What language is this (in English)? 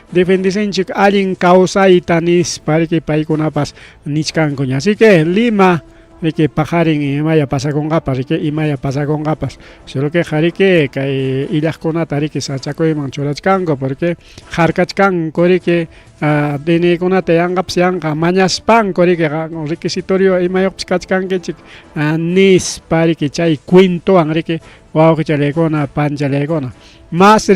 Ayacucho Quechua